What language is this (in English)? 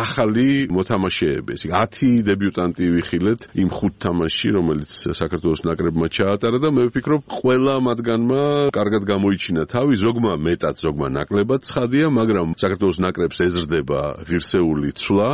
Georgian